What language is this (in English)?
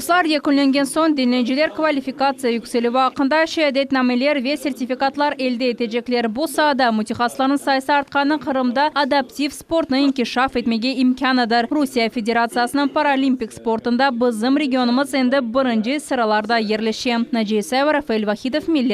Crimean Tatar